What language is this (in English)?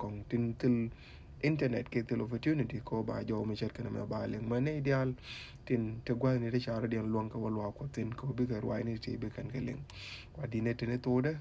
Nuer